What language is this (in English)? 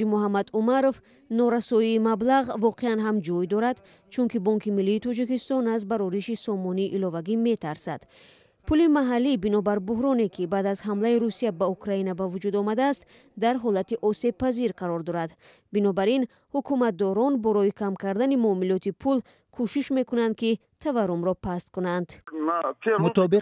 Tajik